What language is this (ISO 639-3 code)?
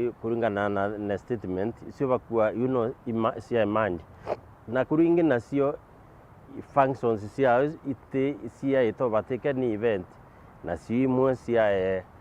mer